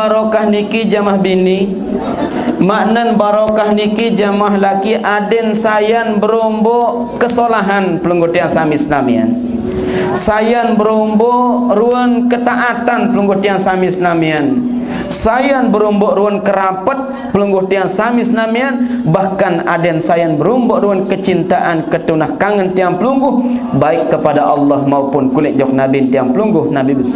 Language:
Sasak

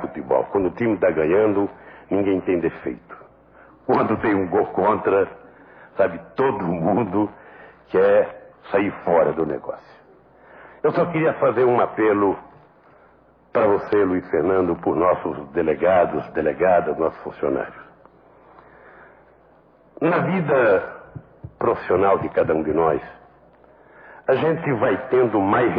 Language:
Portuguese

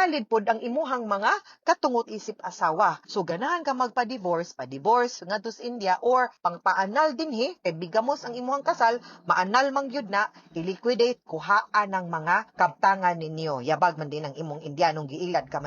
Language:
Cebuano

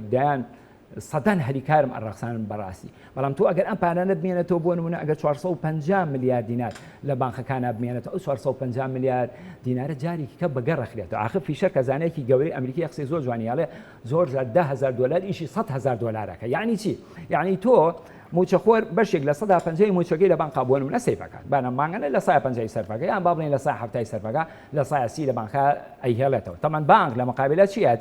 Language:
Central Kurdish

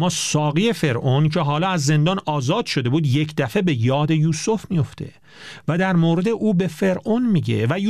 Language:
Persian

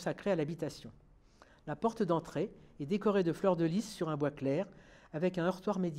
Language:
French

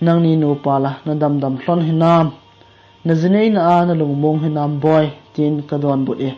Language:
Thado Chin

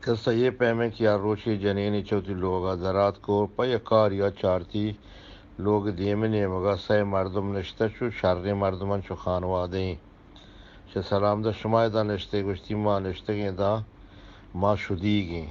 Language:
Eastern Balochi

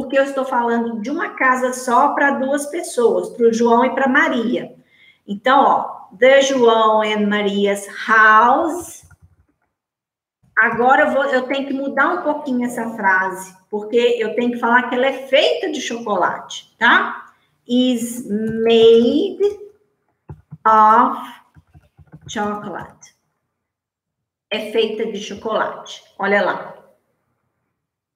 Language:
Portuguese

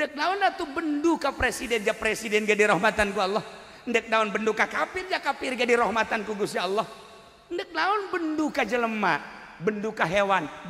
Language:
Sundanese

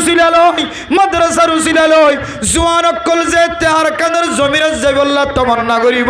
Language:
Rohingya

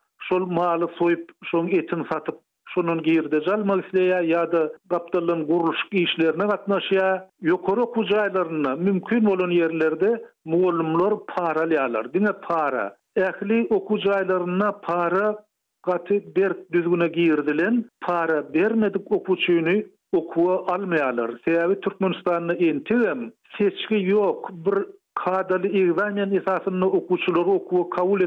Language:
Turkmen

